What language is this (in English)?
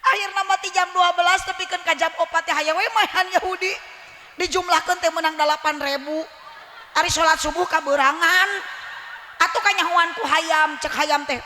Sundanese